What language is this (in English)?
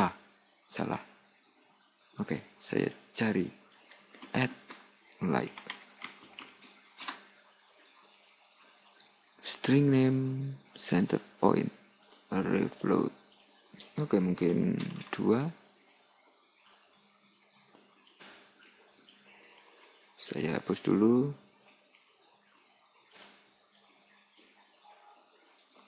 Indonesian